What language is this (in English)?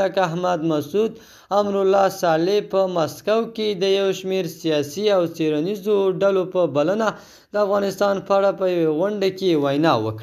Pashto